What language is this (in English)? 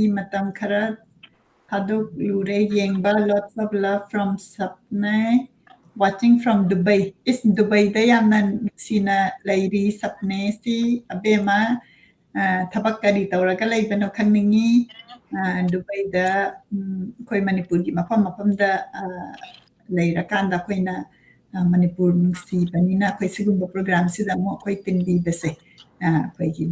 Manipuri